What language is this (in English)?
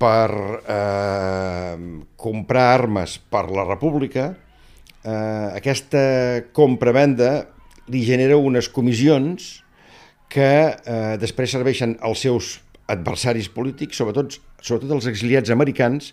Catalan